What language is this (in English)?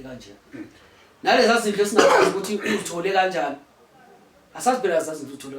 Zulu